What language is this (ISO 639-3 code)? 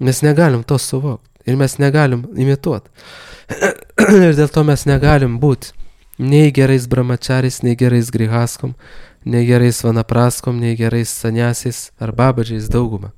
lit